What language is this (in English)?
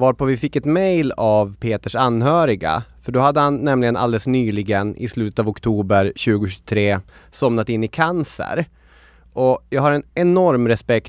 Swedish